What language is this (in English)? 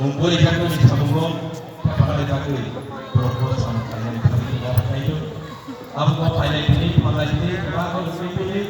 Kok Borok